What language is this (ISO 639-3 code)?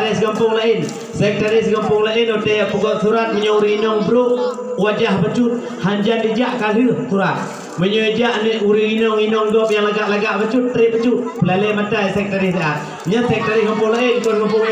ace